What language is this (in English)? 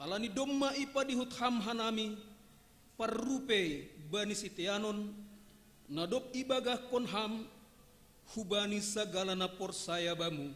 Batak Simalungun